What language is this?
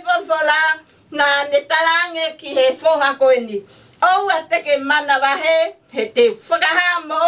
Tongan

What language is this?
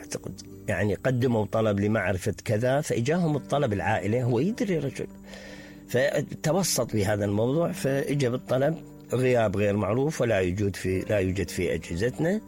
Mesopotamian Arabic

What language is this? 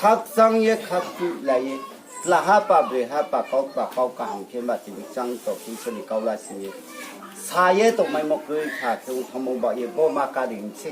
Riang (India)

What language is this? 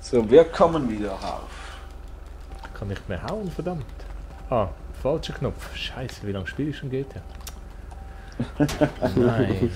Swiss German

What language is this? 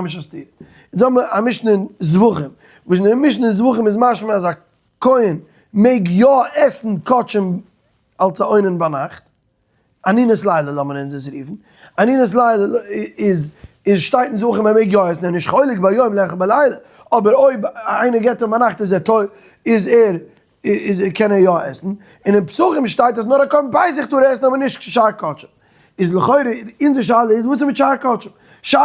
Yiddish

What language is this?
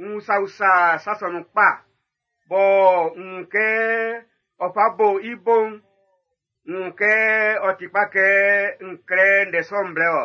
Baoulé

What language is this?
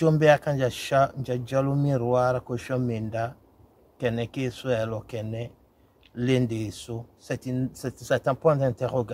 Tetela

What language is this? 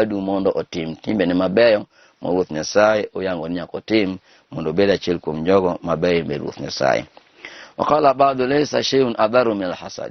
Luo (Kenya and Tanzania)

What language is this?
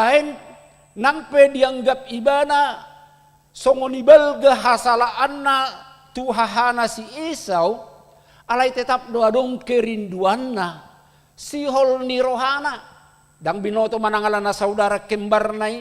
Batak Toba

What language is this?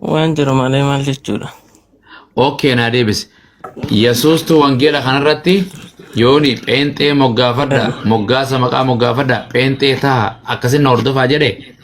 Oromo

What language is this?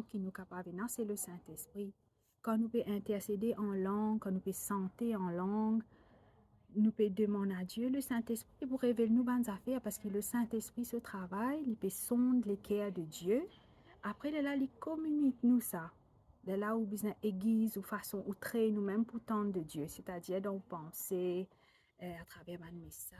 Morisyen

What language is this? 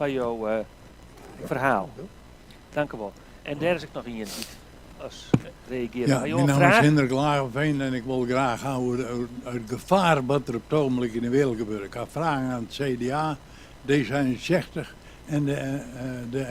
Western Frisian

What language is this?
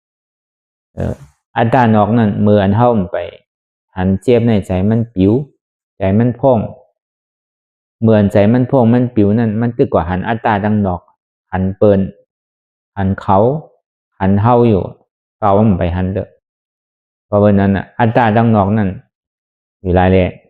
Shan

